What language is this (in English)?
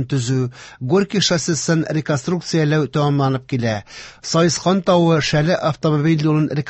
Tatar